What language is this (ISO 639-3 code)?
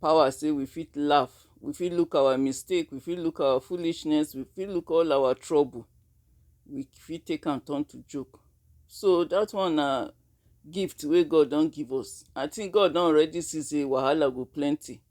pcm